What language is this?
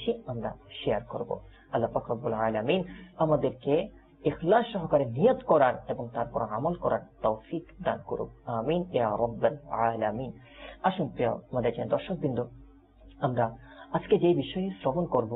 Bangla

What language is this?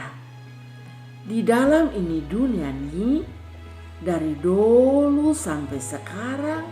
Kupang Malay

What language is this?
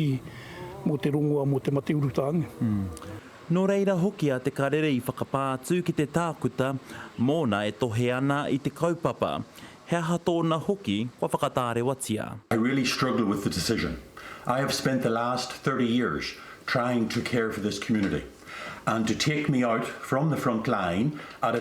Māori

